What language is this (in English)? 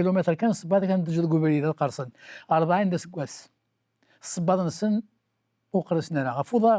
Kabyle